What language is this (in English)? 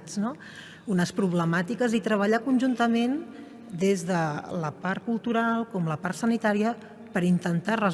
Catalan